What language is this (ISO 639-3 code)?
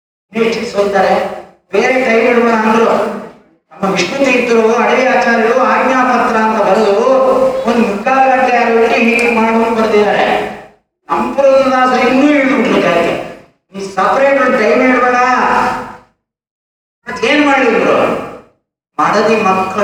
kan